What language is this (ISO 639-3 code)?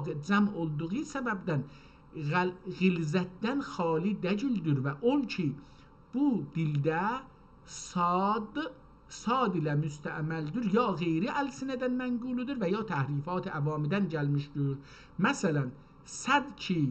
azb